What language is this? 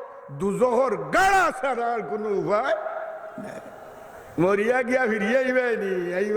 Sylheti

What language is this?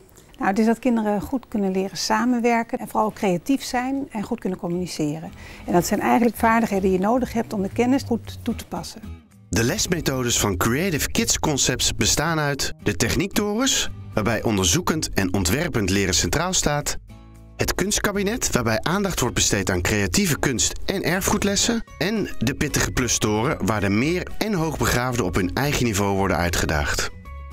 Dutch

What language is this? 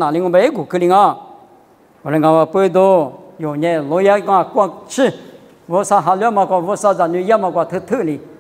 Lisu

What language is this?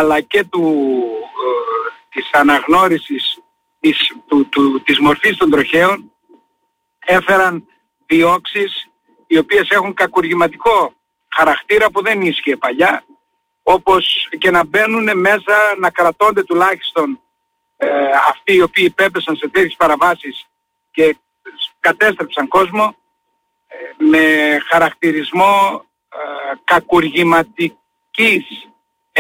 Greek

